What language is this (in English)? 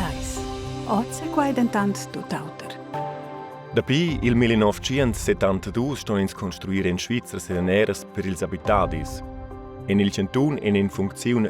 Romansh